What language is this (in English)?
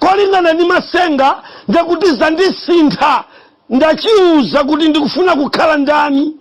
Nyanja